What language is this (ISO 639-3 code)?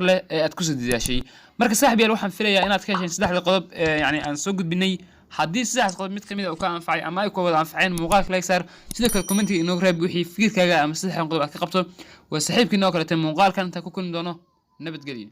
som